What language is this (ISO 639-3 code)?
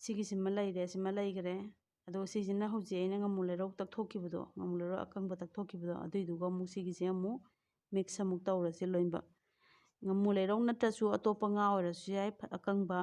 mni